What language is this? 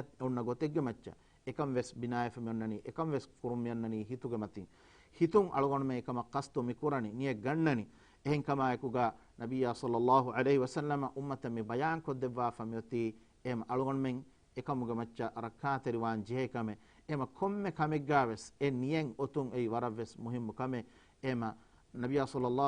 Divehi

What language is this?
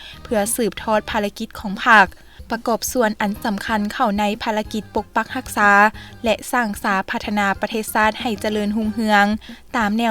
Lao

